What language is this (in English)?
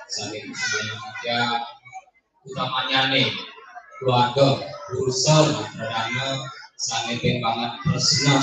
Balinese